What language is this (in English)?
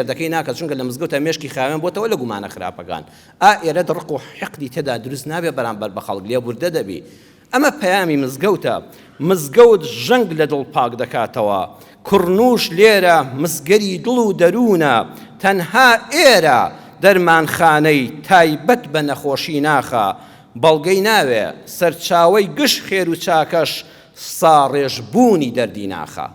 Central Kurdish